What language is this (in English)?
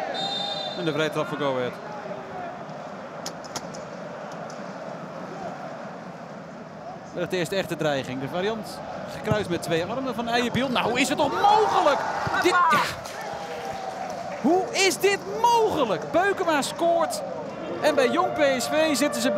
Dutch